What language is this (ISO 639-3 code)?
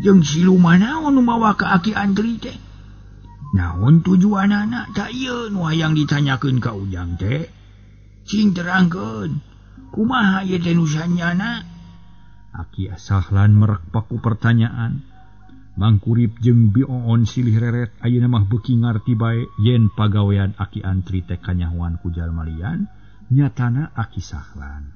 sun